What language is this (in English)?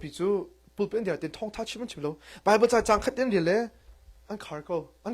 Hakha Chin